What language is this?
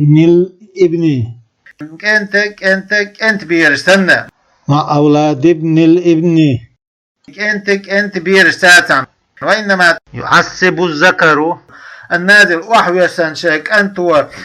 Chechen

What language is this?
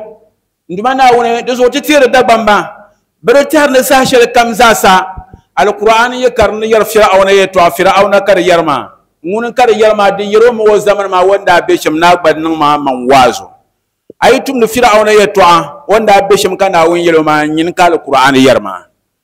Dagbani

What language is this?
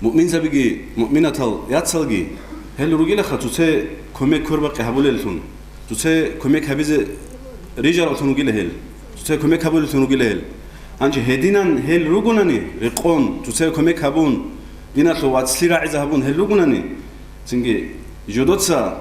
Avaric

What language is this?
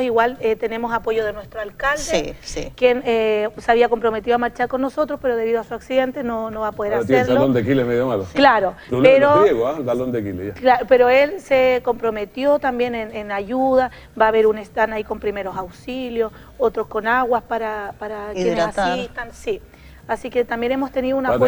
Spanish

